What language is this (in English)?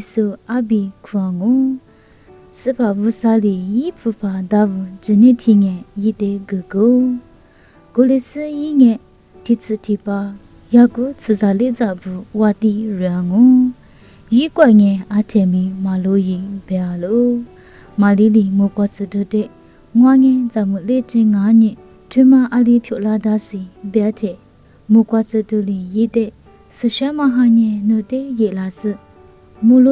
Lisu